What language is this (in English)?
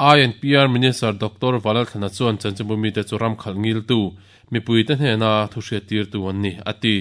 Mizo